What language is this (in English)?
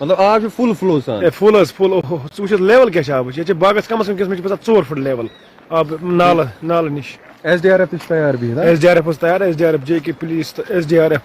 Kashmiri